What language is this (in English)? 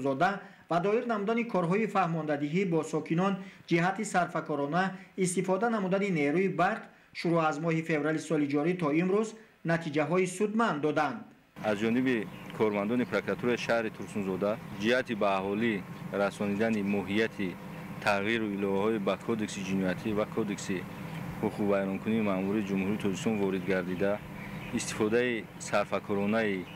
Tajik